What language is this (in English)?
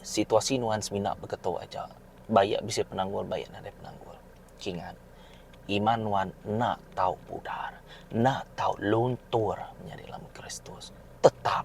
Iban